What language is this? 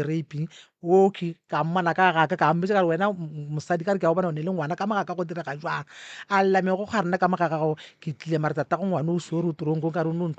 Northern Sotho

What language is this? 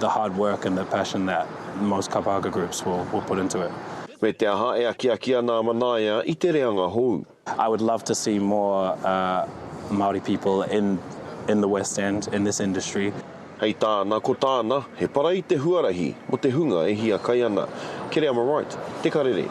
Māori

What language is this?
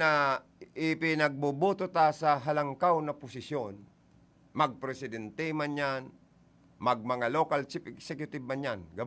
Bikol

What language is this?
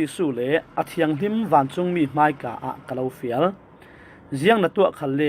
Falam Chin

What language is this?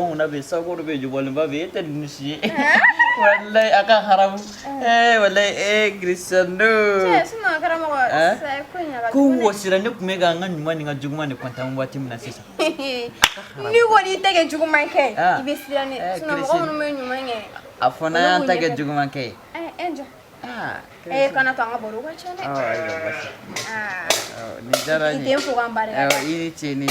Bambara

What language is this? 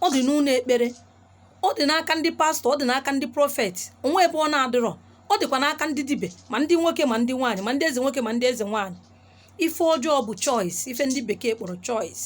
Igbo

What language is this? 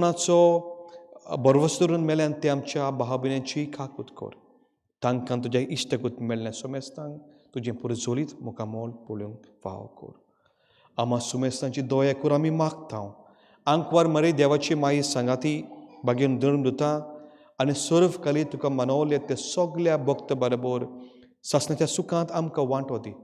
Konkani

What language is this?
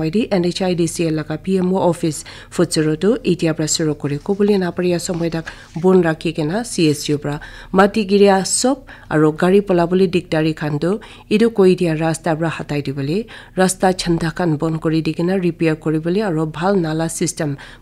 Naga Pidgin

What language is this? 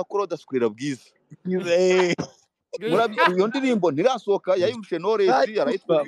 Kinyarwanda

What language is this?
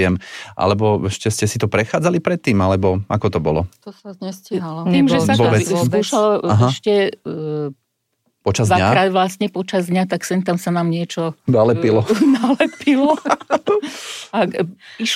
Slovak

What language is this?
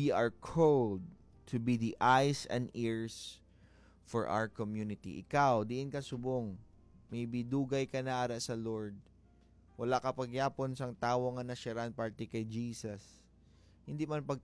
Hiligaynon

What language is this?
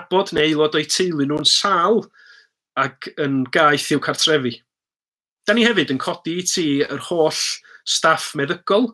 Welsh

